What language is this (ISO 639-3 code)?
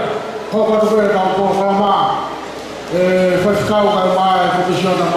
ton